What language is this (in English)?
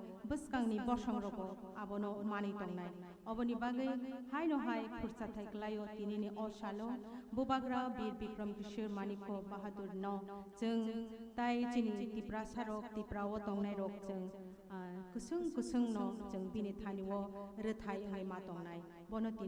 Kok Borok